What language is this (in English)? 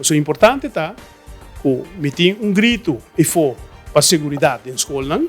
Papiamento